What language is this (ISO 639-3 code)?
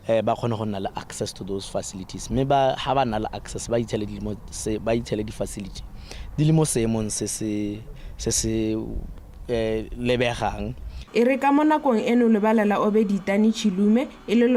tsn